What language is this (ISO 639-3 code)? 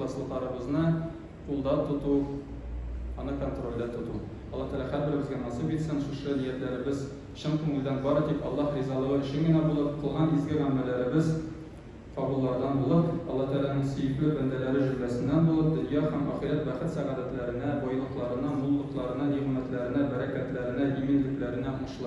tat